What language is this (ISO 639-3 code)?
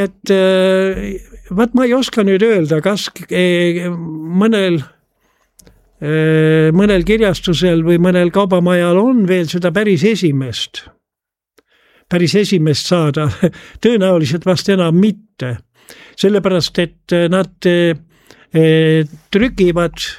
est